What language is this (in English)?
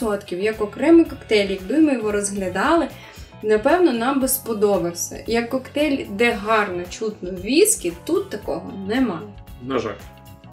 Ukrainian